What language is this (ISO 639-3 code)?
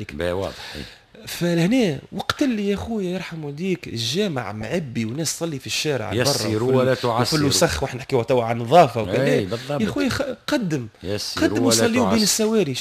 aeb